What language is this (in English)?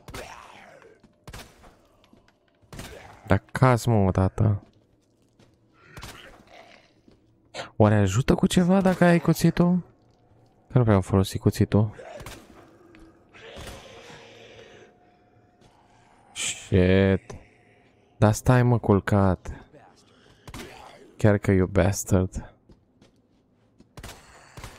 Romanian